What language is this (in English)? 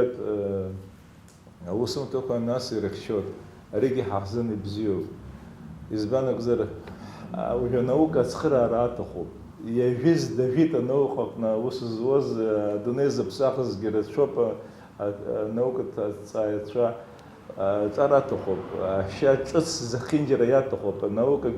Abkhazian